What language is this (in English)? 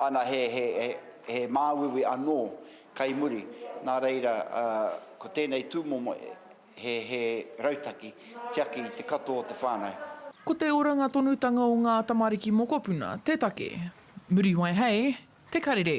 Māori